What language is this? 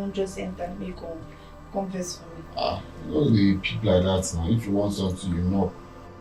Nigerian Pidgin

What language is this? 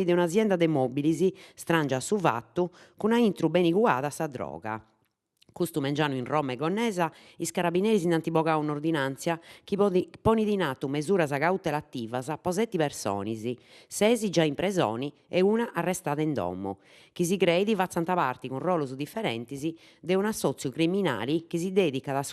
Sardinian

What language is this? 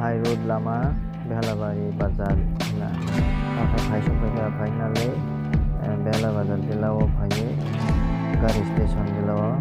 Kok Borok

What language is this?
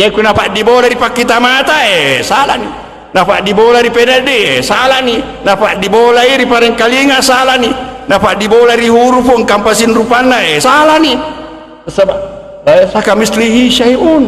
Buginese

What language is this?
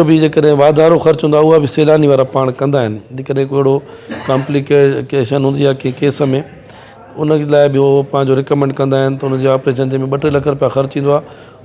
Sindhi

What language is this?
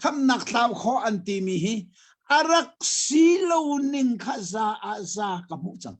Hakha Chin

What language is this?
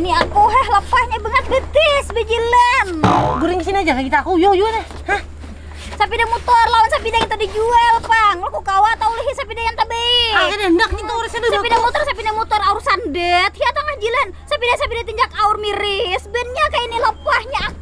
Banjar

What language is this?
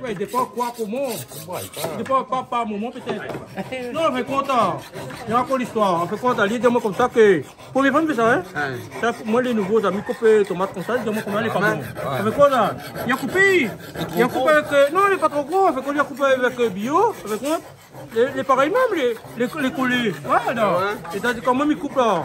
Réunion Creole French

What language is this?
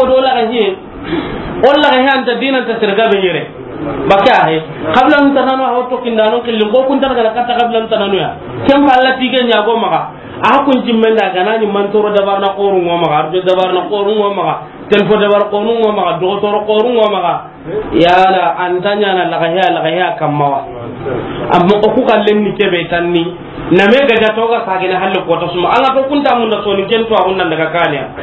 Soninke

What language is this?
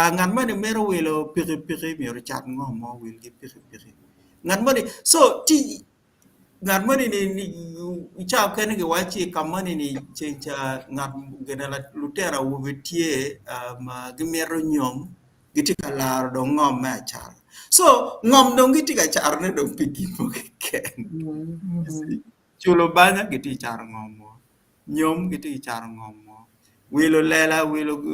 Acoli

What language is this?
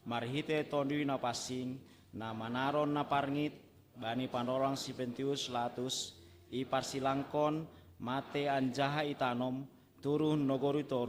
Batak Simalungun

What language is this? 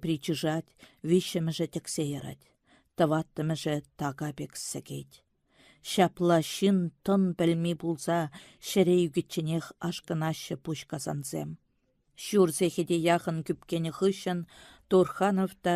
Chuvash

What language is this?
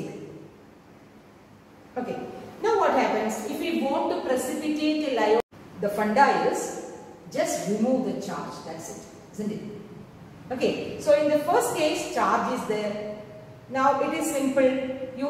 English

